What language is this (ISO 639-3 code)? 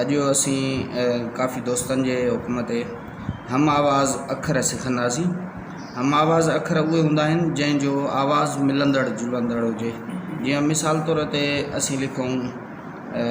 snd